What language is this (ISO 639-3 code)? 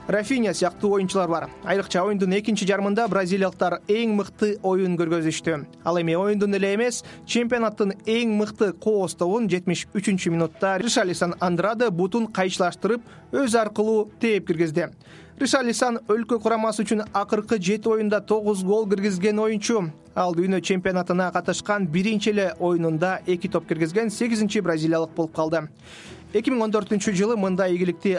kir